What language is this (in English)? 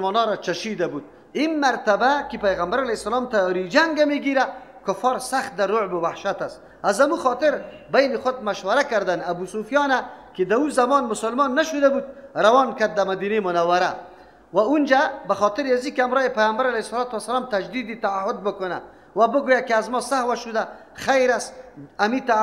Persian